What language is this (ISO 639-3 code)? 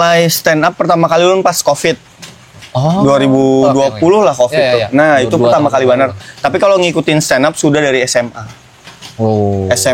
bjn